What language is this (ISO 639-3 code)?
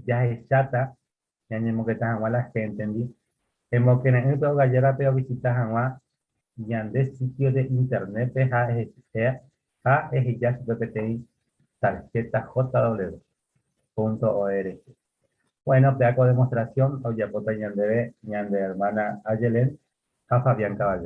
grn